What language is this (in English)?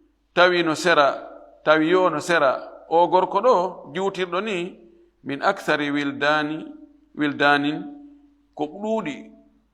Fula